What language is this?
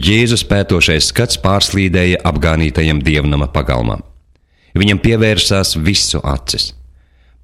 Latvian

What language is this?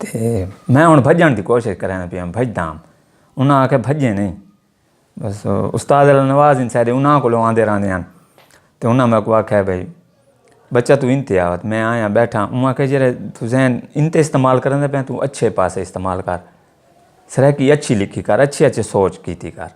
Saraiki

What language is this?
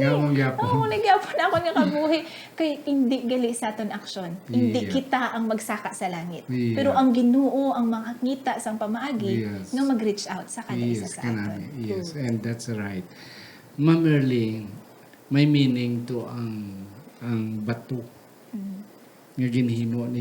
Hiligaynon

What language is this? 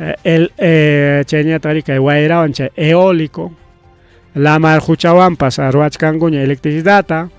Ayacucho Quechua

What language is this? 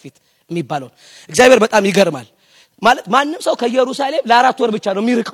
Amharic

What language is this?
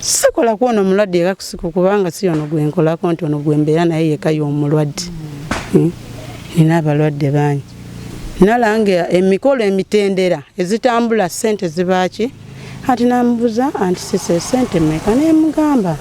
Ganda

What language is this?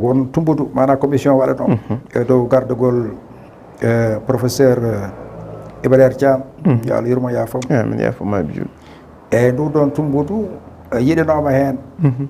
Fula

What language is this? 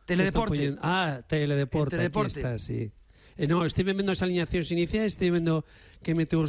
Galician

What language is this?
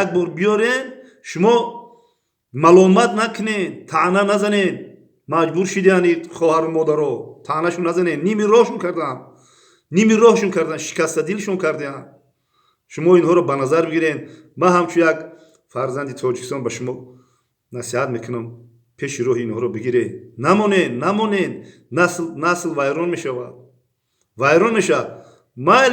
Tajik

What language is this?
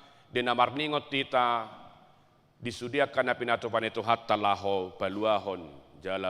Batak Toba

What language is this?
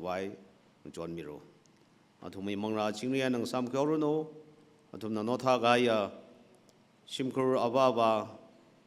Tangkhul Naga (India)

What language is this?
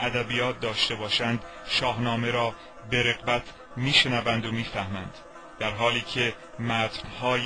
Tajik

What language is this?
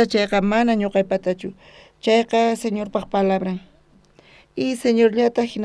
South Bolivian Quechua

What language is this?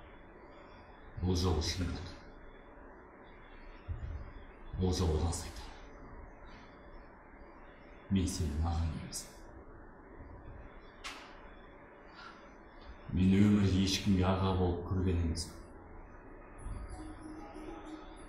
Kazakh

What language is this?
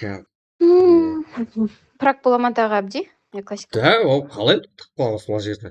Kara-Kalpak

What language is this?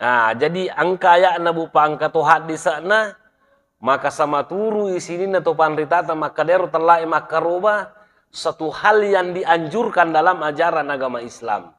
Buginese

